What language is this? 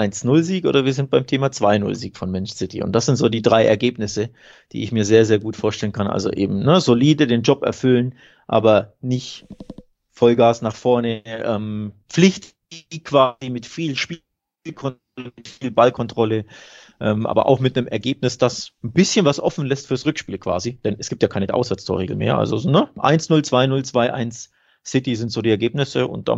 German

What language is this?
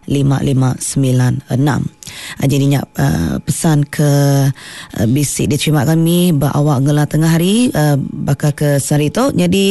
Iban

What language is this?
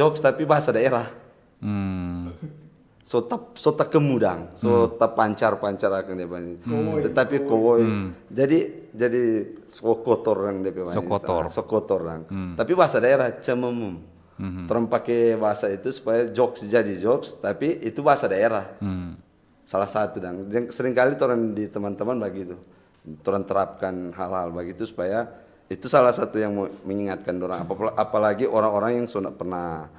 Manado Malay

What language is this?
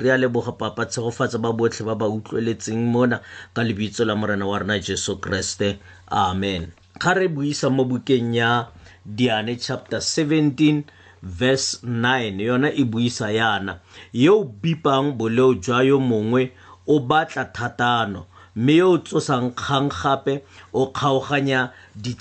Tswana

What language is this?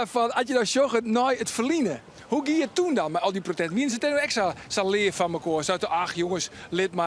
Western Frisian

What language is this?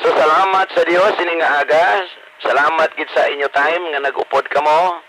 Hiligaynon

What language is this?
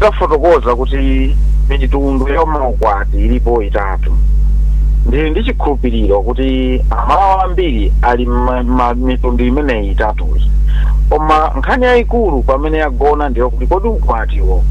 Nyanja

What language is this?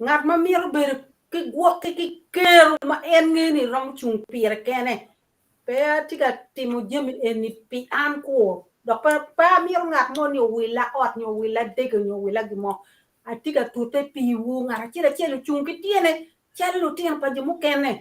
Acoli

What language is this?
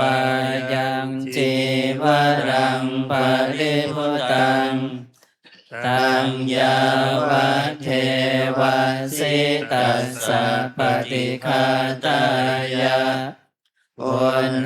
Pali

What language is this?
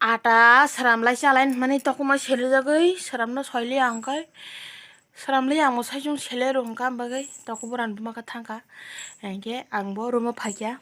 Kok Borok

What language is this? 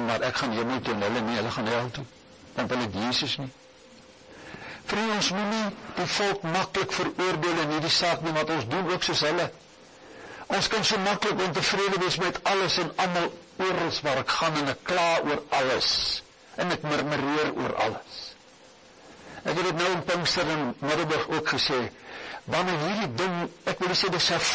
Afrikaans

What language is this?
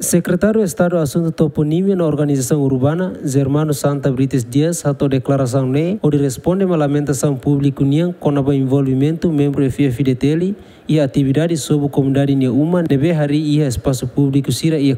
Tetum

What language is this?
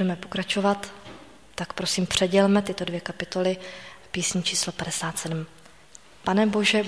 Czech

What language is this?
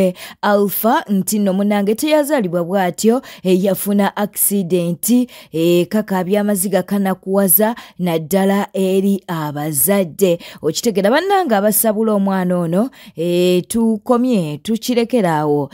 Ganda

